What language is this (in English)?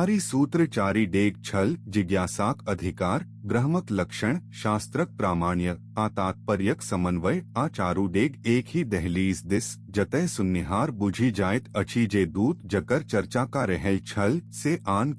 Maithili